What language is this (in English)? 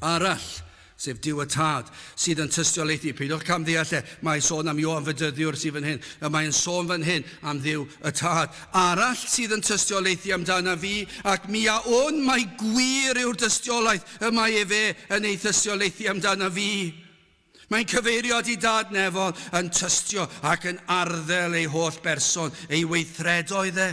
Welsh